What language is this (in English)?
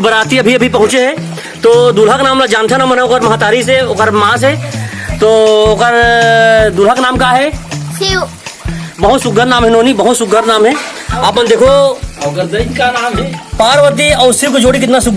Chhattisgarhi